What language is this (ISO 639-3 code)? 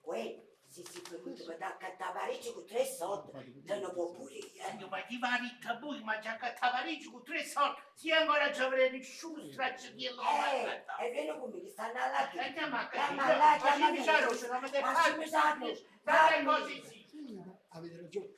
nap